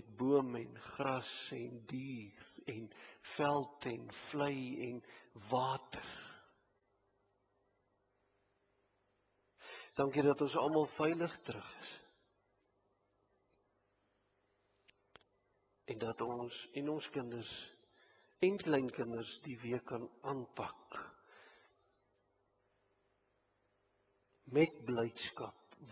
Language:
Afrikaans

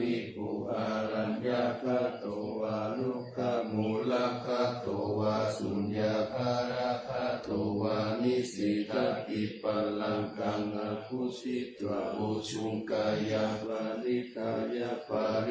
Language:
Pali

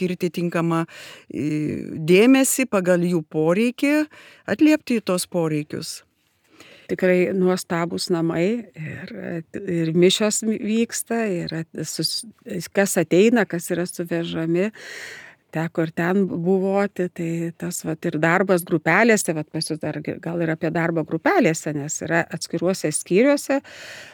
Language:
Lithuanian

